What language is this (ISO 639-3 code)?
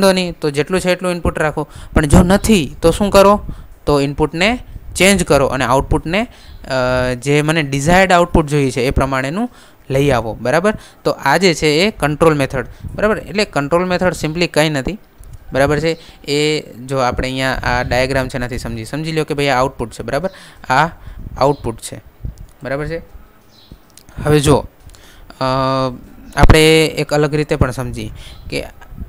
guj